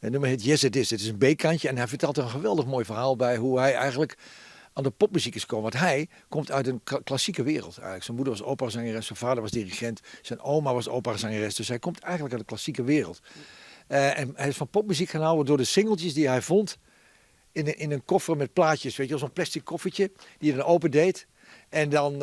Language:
Western Frisian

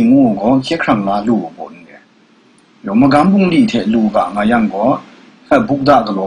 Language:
Kachin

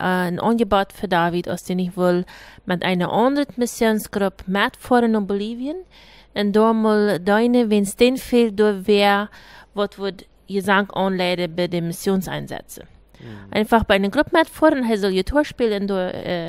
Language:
Plautdietsch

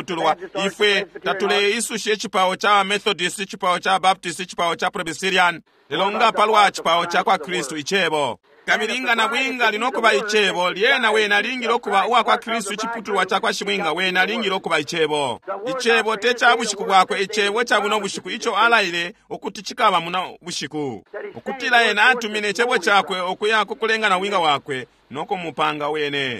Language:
Bemba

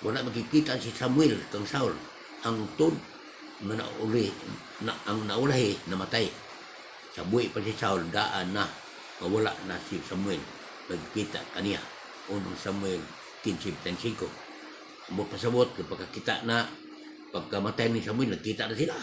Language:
Cebuano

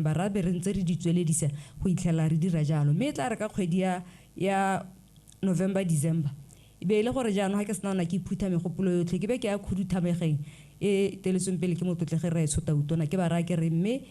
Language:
Tswana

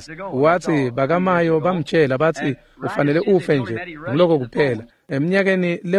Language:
Swati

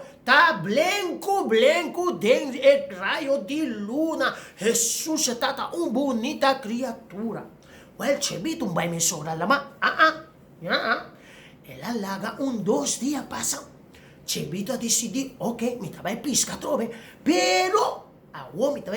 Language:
Papiamento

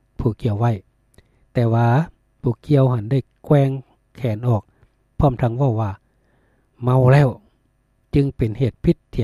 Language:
Lao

